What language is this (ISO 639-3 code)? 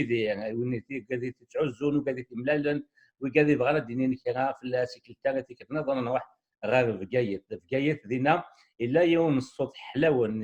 kab